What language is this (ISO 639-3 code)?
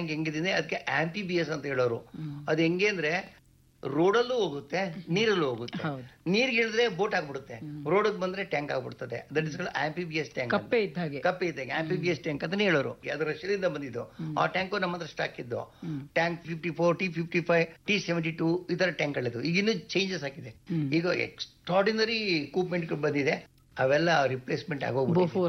kan